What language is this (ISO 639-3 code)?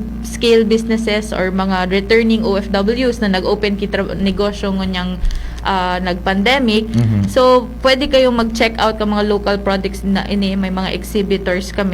bik